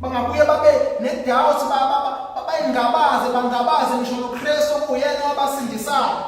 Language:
Zulu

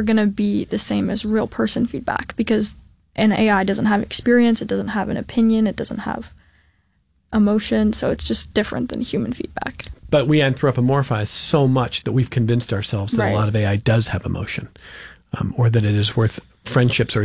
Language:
English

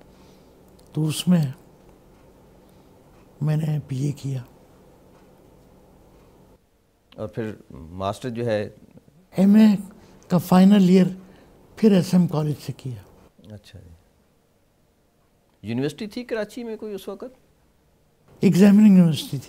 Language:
Urdu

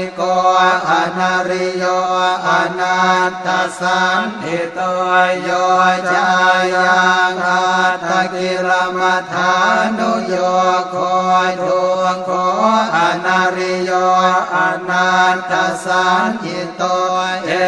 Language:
Pali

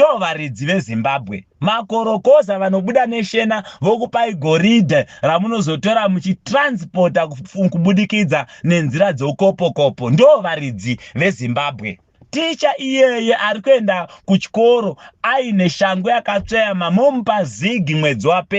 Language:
Shona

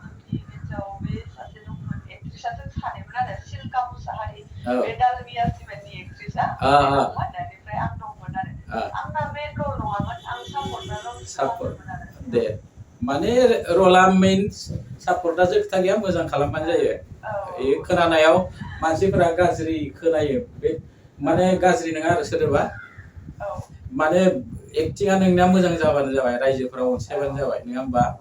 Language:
Bodo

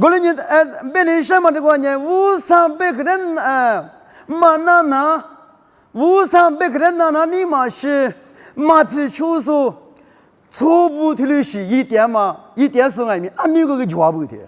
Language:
Lisu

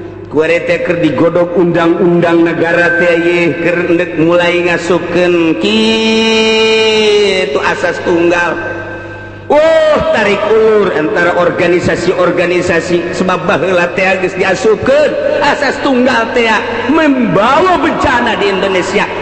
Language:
Sundanese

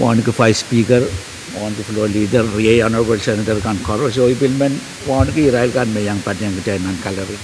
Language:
Pohnpeian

